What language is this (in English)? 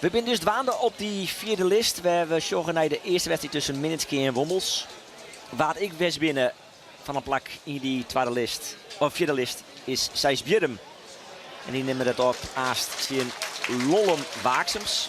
Western Frisian